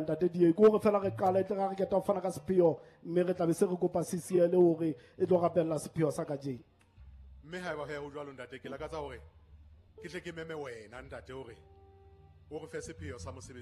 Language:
Southern Sotho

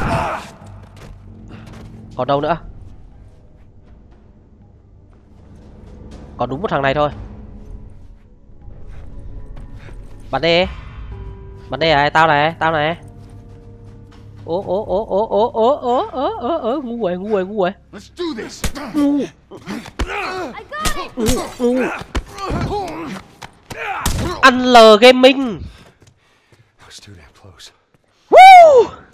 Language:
Vietnamese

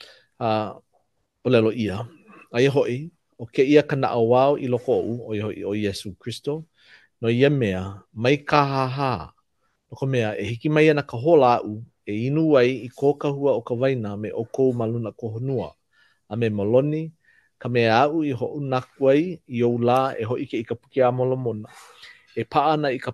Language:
Hawaiian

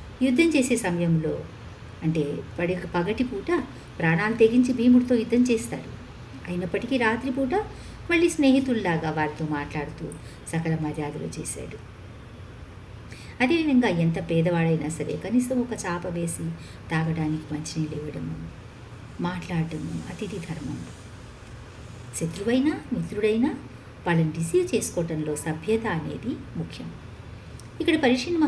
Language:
Telugu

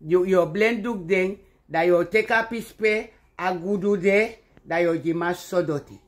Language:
Sranan Tongo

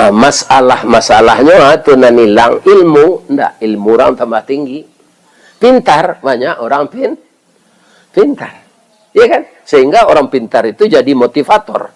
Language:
Minangkabau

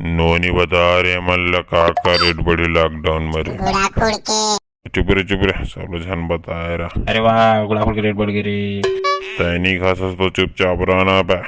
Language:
Chhattisgarhi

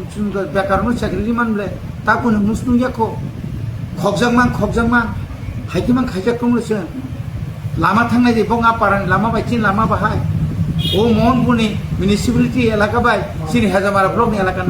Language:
Kok Borok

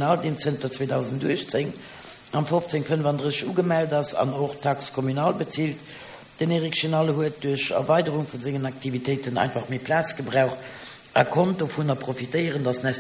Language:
Luxembourgish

